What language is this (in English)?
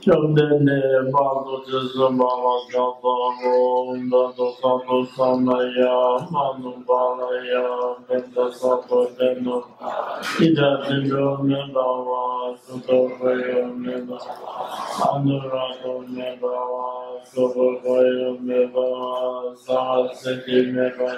Tibetan